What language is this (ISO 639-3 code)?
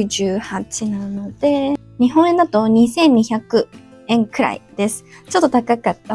jpn